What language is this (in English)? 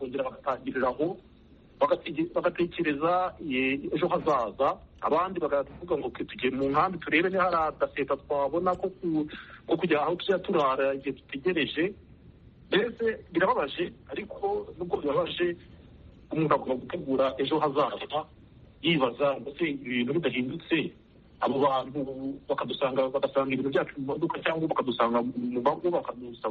Kinyarwanda